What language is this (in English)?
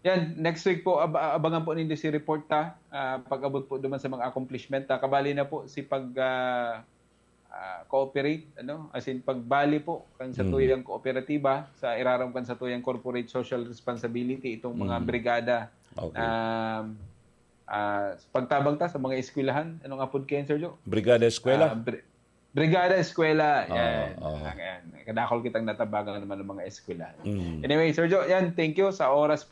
Bikol